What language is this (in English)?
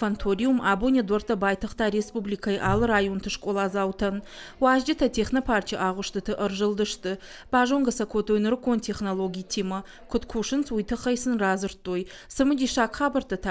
Ossetic